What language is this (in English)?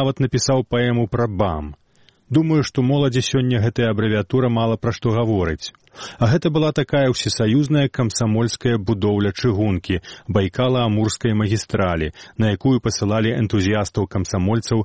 Belarusian